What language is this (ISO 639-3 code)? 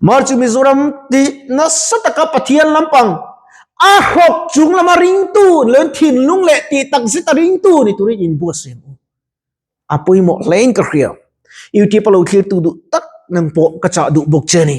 lus